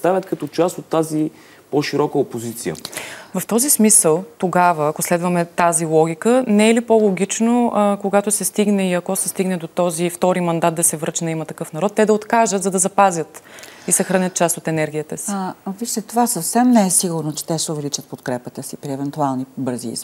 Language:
Bulgarian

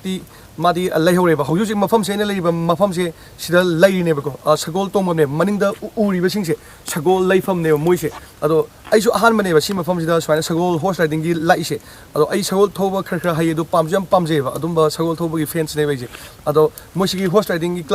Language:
Manipuri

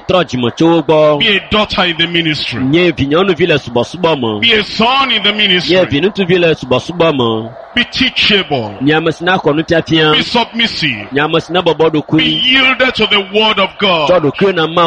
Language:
Ewe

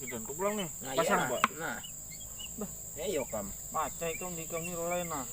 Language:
Banjar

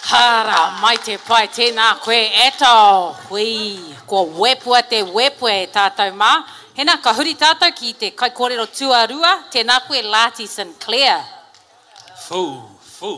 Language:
Māori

